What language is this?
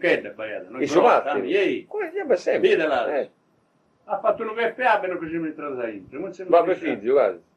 Sardinian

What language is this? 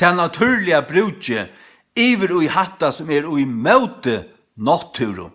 Faroese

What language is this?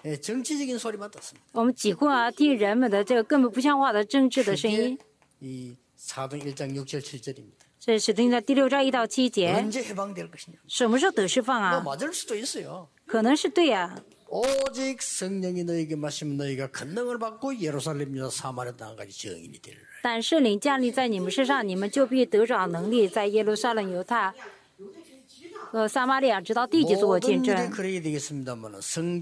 Korean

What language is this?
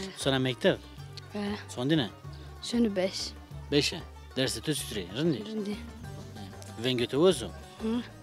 Zaza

